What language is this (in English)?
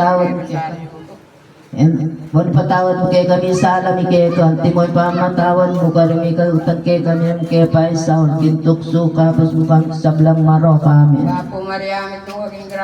Pampanga